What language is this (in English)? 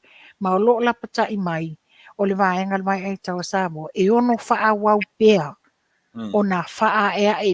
Samoan